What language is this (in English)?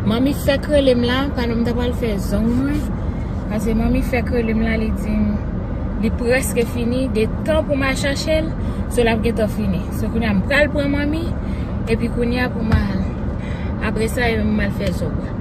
Haitian Creole